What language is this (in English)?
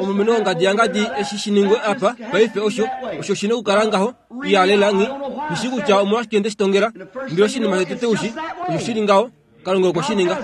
Kuanyama